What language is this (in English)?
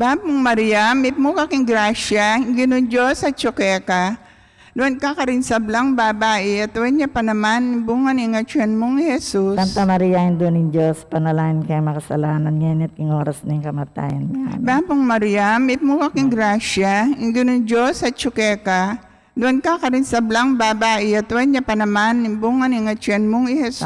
Pampanga